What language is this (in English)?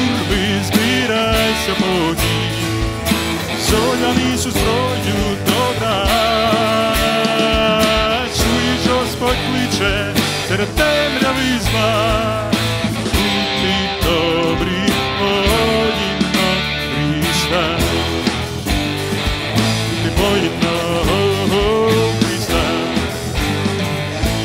Ukrainian